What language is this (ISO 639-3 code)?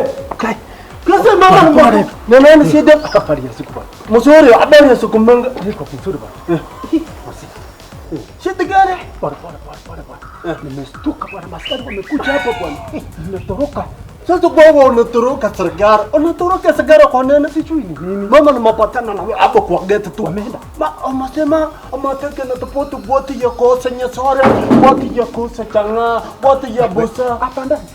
guz